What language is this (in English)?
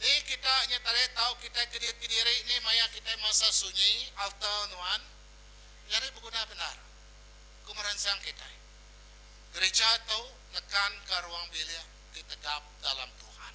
Iban